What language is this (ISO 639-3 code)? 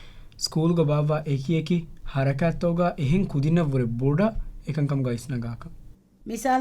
div